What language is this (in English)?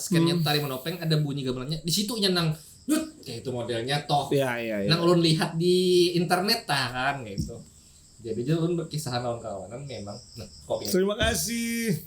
Banjar